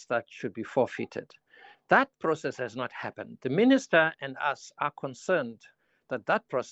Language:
English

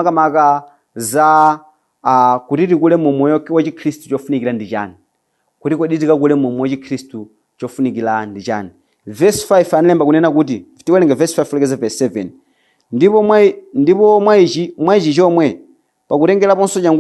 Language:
Nyanja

